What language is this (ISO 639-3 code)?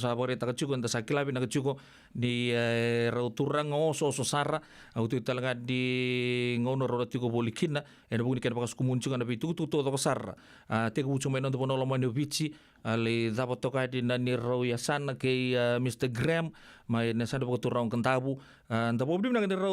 fij